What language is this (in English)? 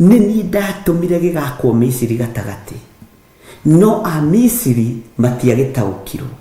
Kikuyu